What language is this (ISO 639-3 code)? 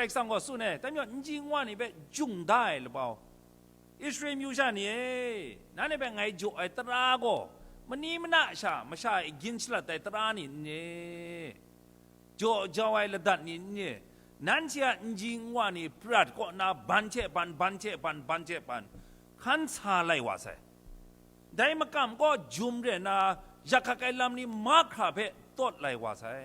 kac